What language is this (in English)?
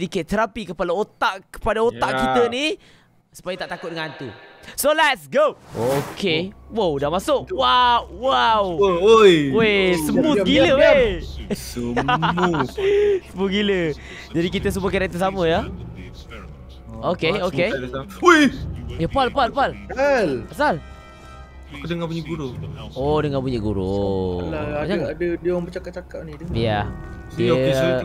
Malay